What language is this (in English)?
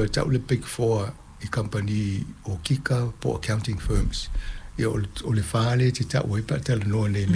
Samoan